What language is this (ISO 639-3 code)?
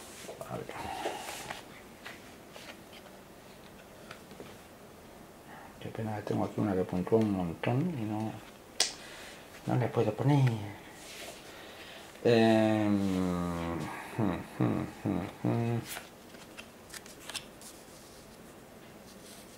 spa